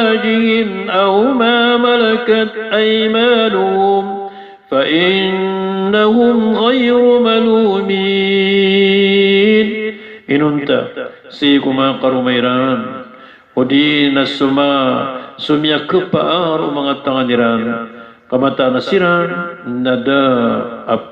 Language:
Maranao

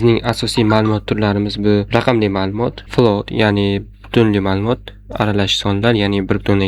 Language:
Uzbek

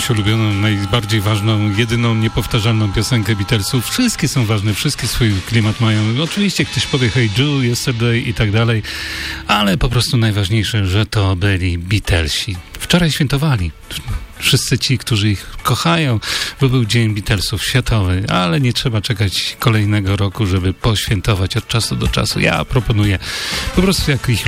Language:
Polish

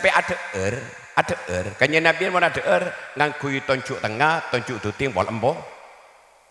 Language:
Madurese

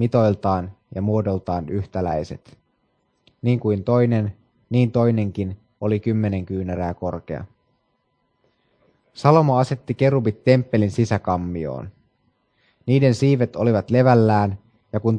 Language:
Finnish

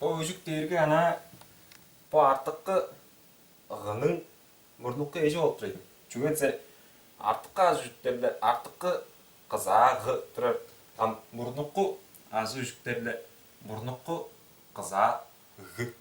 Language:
Tuvinian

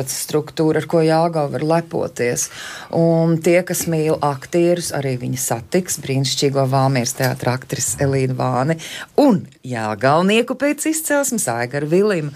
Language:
Latvian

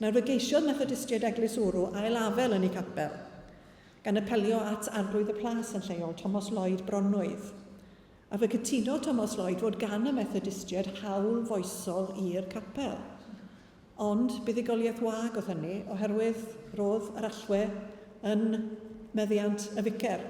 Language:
Welsh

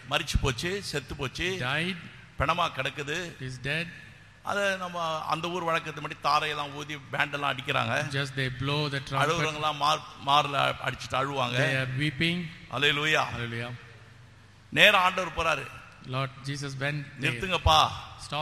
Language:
Tamil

